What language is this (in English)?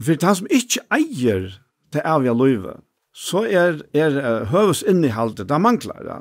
Faroese